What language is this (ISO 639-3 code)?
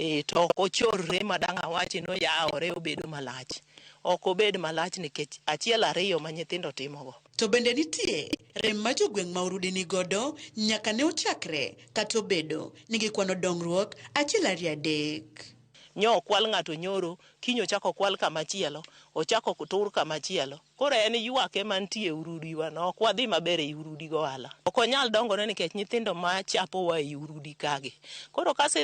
luo